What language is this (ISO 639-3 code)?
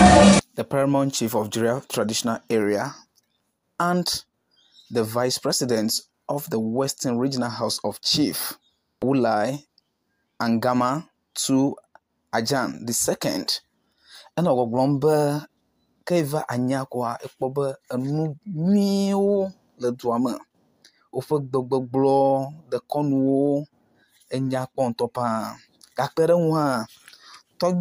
ewe